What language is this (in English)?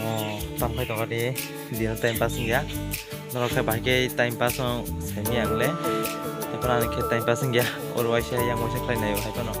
Kok Borok